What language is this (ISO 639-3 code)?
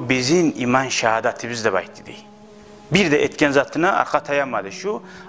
kum